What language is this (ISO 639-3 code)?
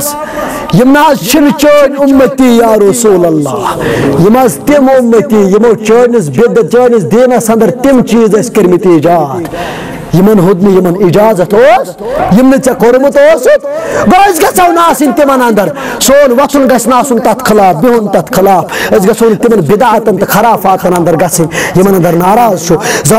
kas